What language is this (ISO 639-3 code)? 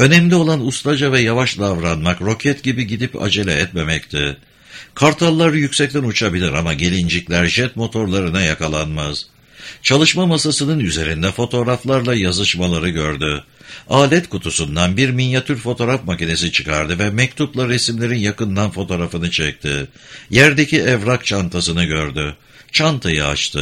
tur